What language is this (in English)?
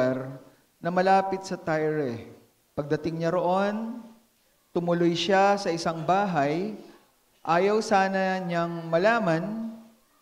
Filipino